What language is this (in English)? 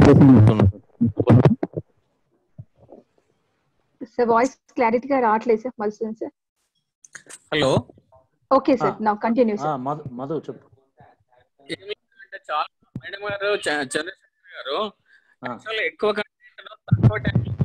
Telugu